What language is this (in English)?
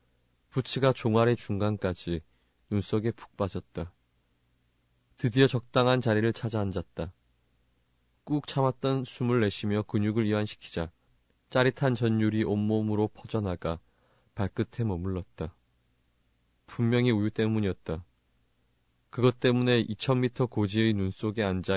Korean